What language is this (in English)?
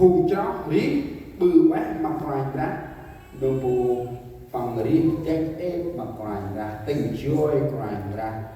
Central Mnong